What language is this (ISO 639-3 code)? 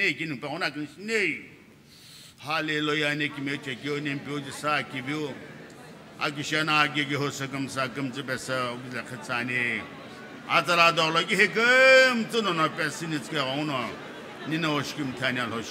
nsm